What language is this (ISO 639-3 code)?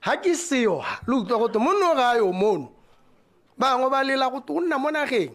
tsn